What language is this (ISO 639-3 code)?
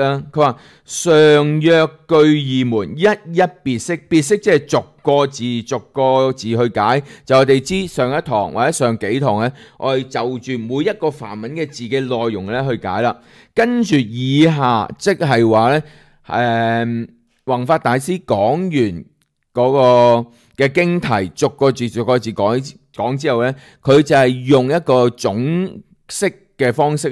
yue